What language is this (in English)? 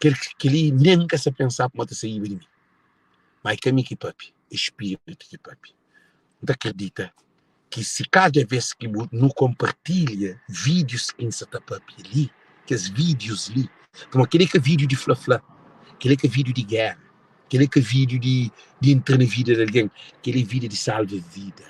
Kabuverdianu